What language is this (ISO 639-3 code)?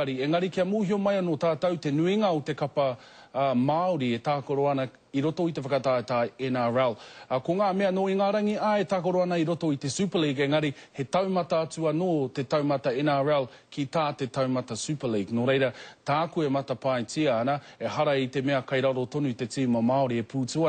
mri